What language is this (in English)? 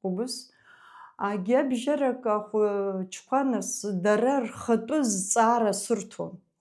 Abkhazian